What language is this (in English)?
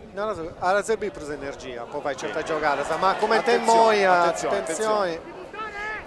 Sardinian